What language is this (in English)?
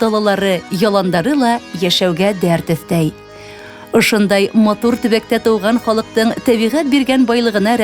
Bashkir